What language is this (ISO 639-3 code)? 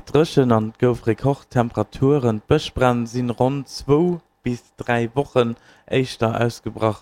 ltz